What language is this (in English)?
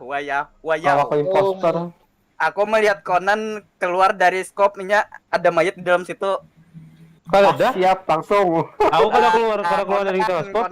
Banjar